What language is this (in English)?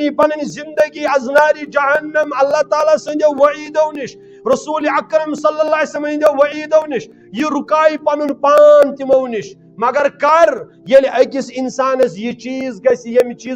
Kashmiri